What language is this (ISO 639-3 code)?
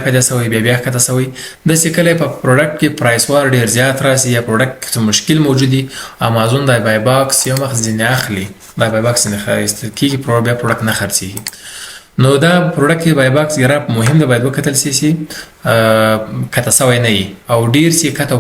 pus